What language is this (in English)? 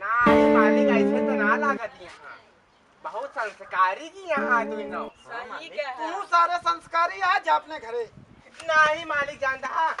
Awadhi